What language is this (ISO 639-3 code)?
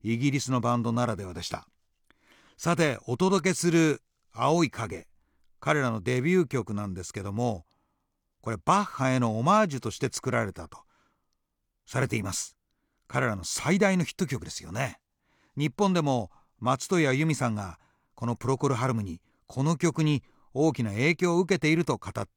jpn